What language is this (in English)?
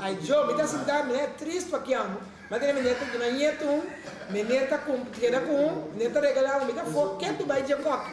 Papiamento